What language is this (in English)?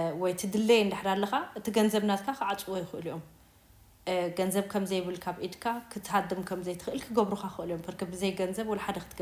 Tigrinya